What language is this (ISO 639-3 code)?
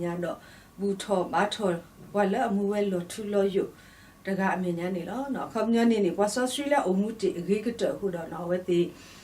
ksw